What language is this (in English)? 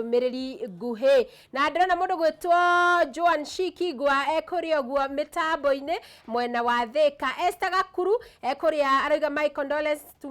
Kikuyu